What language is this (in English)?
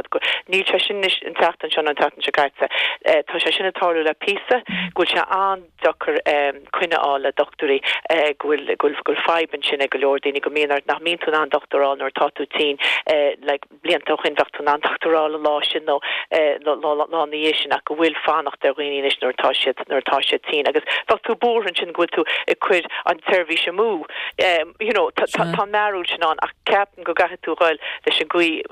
Irish